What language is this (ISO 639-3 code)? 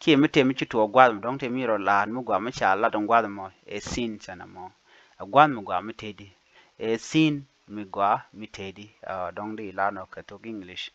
nus